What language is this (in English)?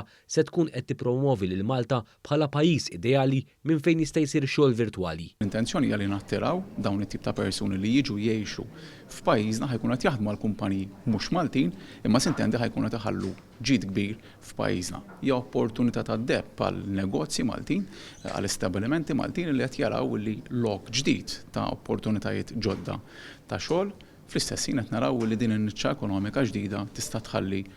Maltese